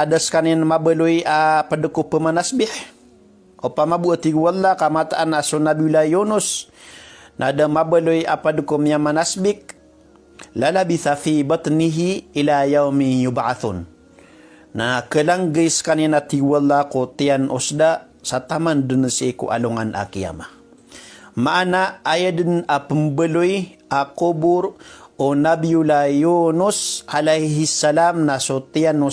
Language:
Maranao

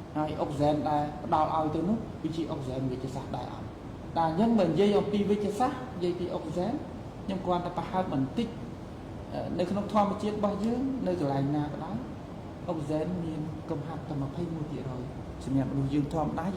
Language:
Khmer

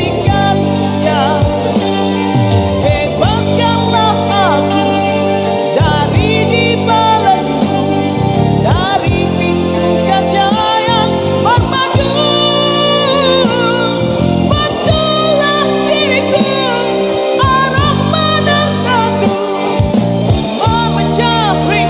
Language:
Malay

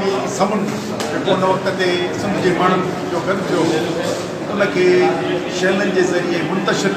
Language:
Sindhi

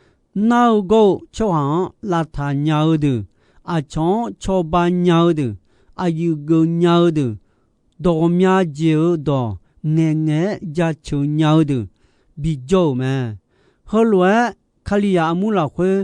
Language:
Akha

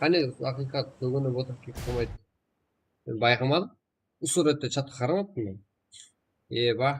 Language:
Kara-Kalpak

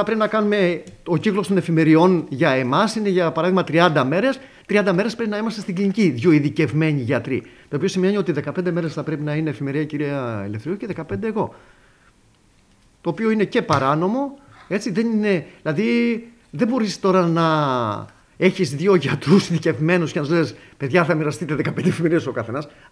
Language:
Greek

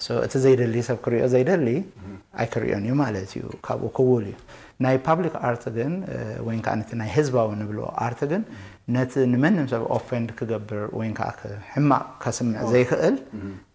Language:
Tigrinya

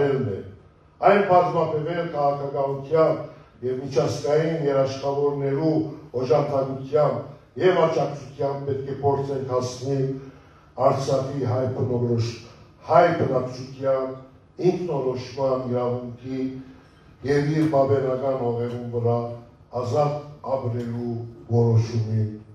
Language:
Western Armenian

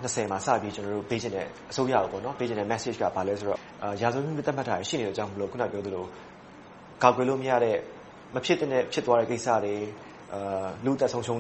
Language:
Burmese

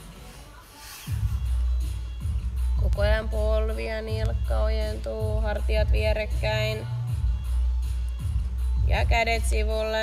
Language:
Finnish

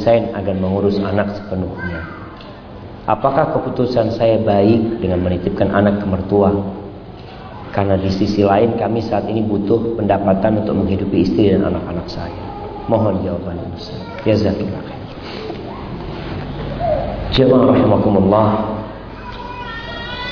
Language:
Indonesian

